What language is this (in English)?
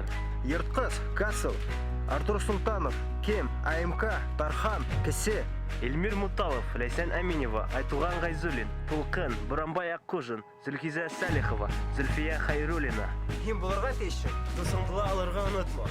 Bashkir